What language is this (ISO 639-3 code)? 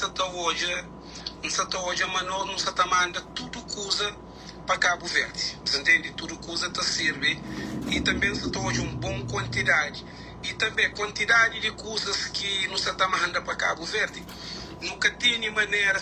kea